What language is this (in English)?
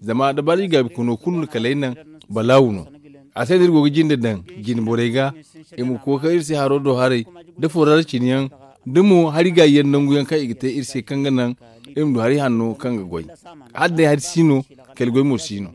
Zarma